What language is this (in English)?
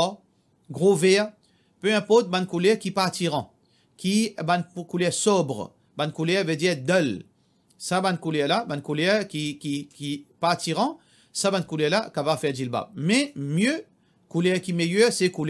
Morisyen